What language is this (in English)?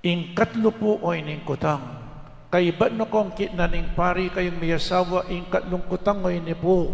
Pampanga